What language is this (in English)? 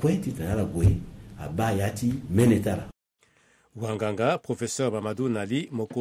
Sango